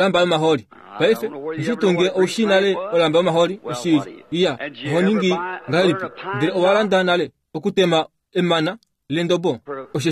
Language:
Kuanyama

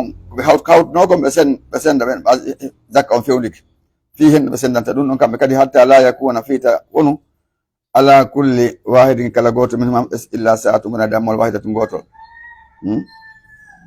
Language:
Pular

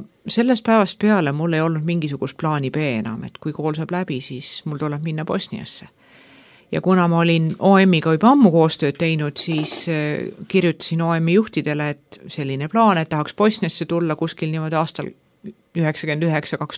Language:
Estonian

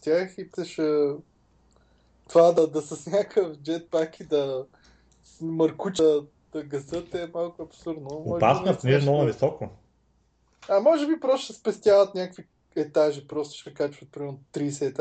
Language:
Bulgarian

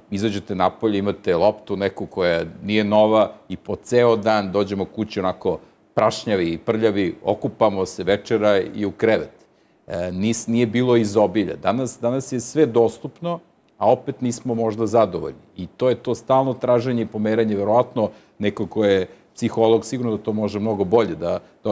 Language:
Serbian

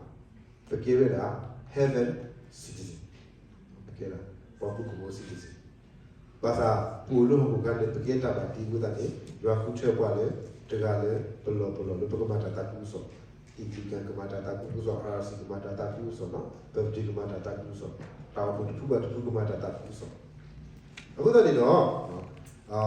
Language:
S'gaw Karen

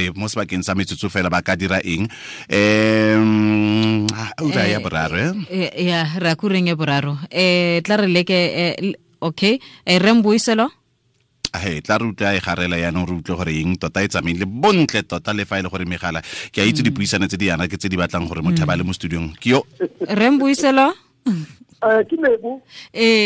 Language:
Tswana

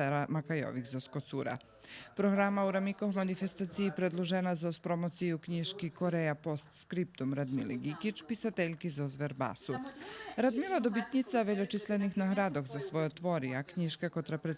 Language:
Rusyn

